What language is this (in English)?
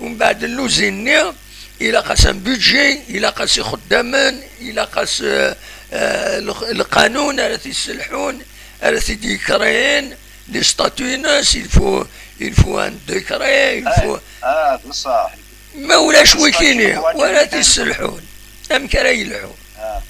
Kabyle